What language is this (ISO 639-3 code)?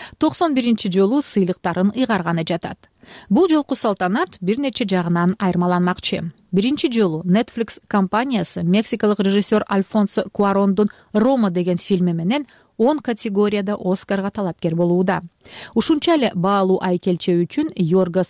kir